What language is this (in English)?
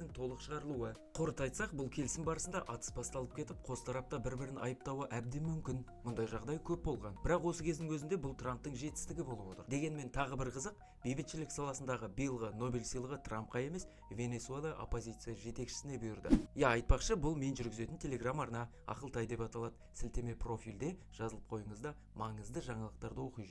Kazakh